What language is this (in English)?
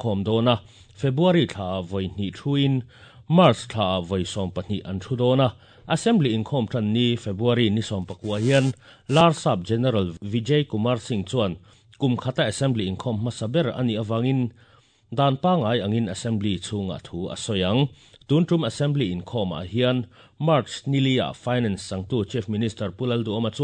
Mizo